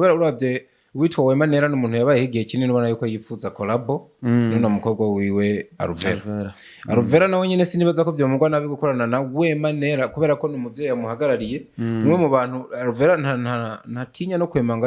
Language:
Rundi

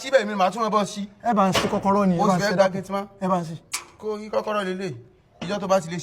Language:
Yoruba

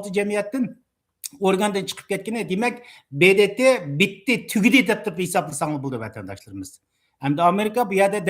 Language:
Uyghur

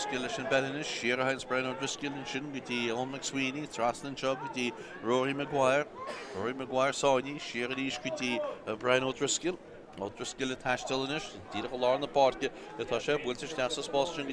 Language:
Irish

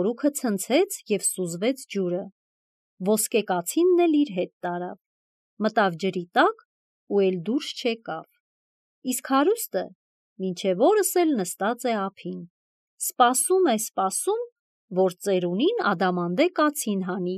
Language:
Armenian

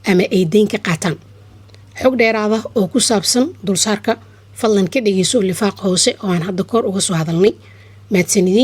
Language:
Somali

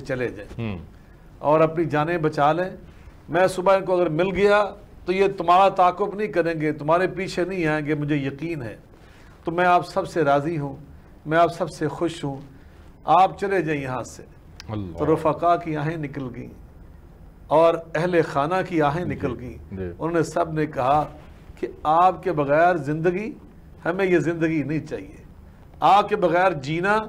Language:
Urdu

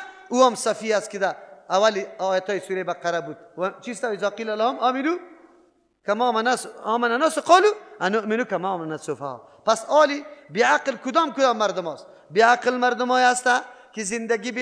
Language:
Persian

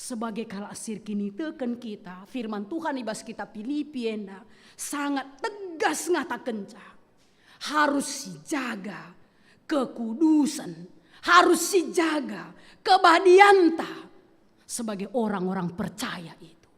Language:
Batak Karo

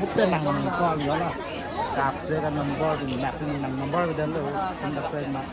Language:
Karbi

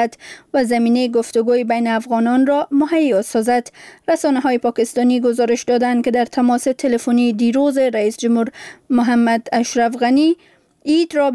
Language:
Persian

